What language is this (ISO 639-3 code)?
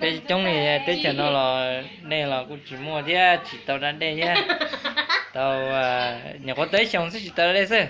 hmn